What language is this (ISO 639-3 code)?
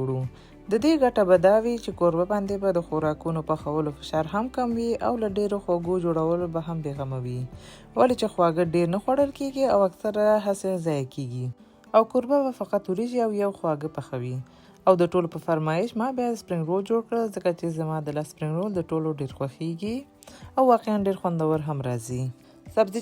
pus